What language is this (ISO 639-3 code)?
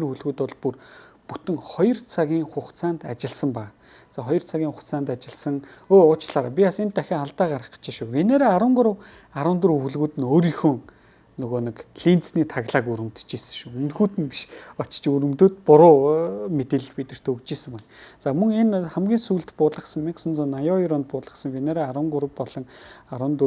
mon